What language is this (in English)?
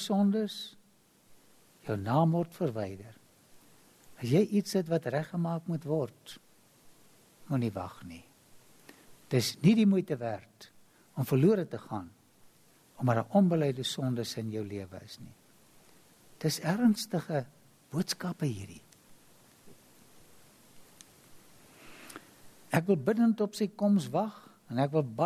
Afrikaans